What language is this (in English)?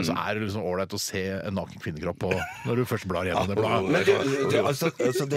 Norwegian